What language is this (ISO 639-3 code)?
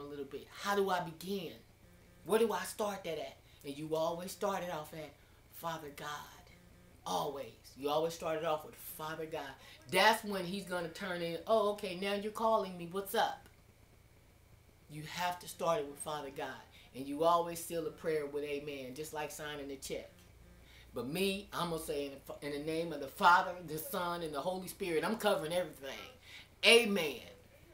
eng